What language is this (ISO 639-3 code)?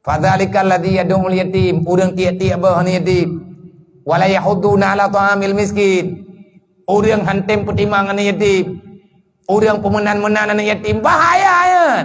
ace